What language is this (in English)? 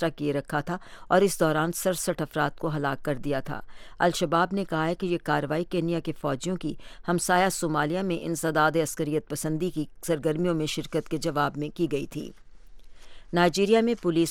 Urdu